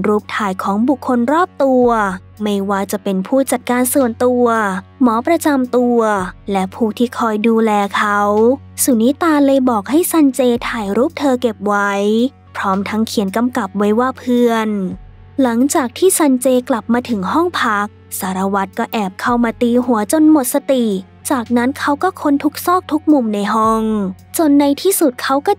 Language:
Thai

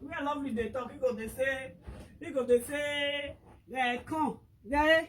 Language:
Nigerian Pidgin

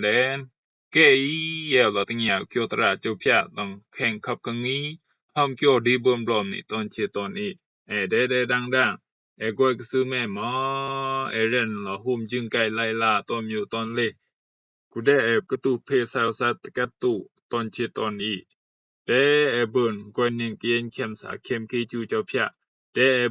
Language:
Rumai Palaung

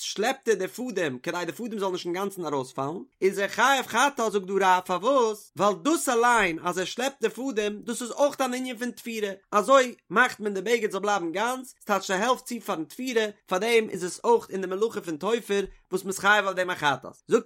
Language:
Yiddish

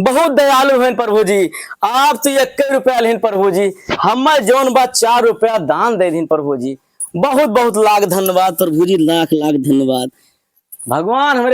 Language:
Awadhi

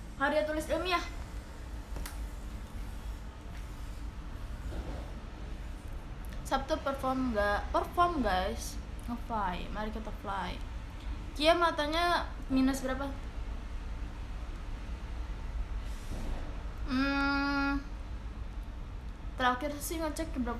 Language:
Indonesian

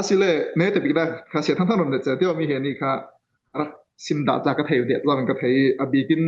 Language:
Falam Chin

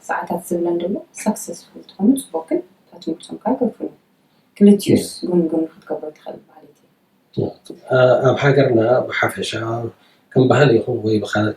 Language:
Tigrinya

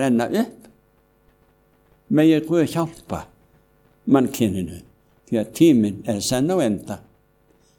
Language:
Icelandic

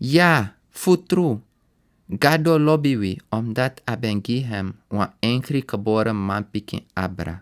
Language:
Sranan Tongo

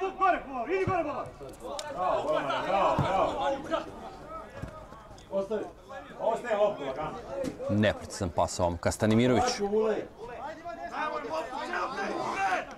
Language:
Serbian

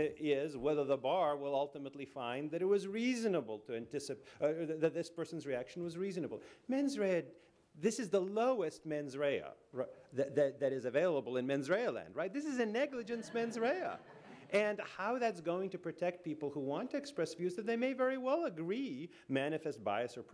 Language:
English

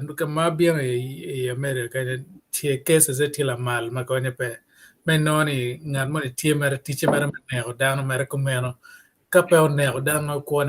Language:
Acoli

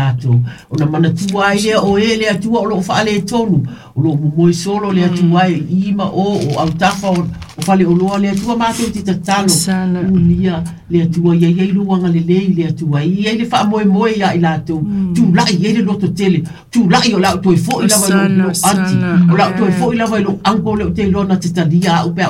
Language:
Samoan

